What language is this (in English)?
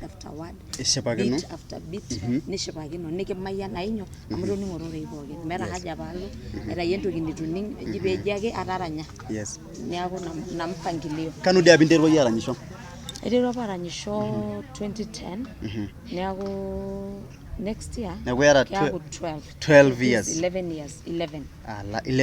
Masai